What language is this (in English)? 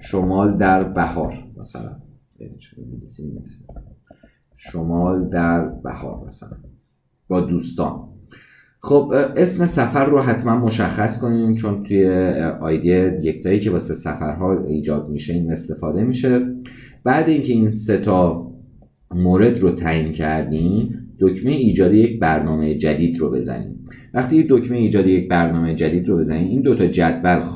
Persian